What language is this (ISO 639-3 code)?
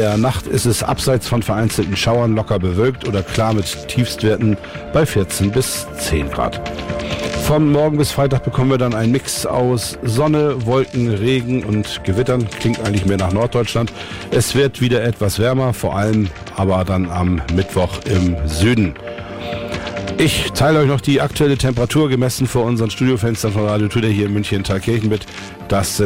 deu